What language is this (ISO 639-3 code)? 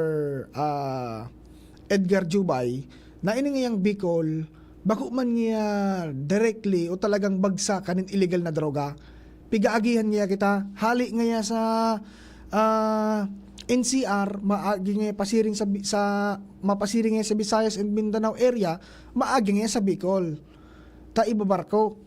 bik